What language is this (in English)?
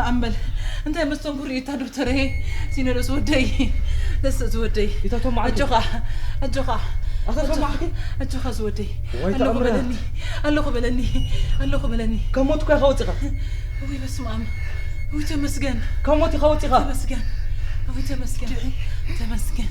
Tigrinya